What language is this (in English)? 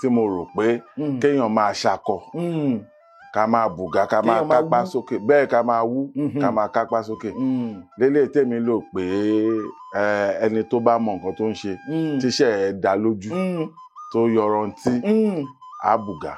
Yoruba